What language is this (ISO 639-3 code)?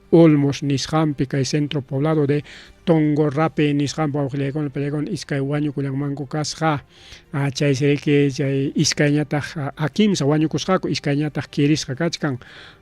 quy